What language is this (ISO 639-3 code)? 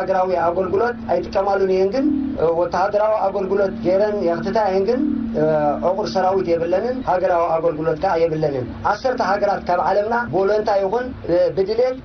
tir